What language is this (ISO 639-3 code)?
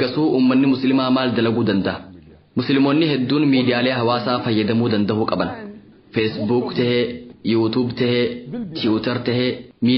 orm